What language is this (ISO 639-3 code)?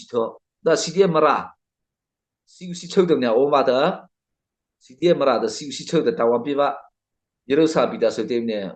mrh